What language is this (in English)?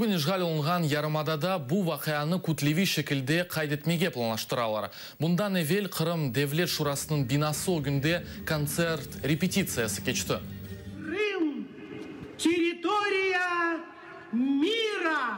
Crimean Tatar